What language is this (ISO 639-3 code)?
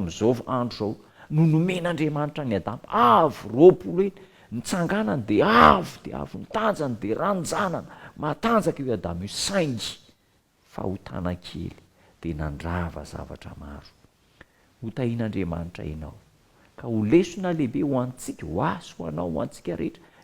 mlg